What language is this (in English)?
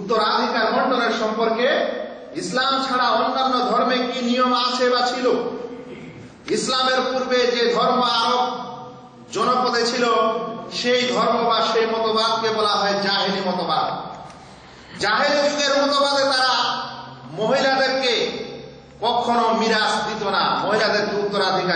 Bangla